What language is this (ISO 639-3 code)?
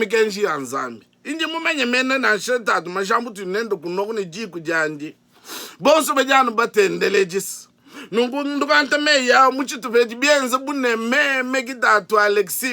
lua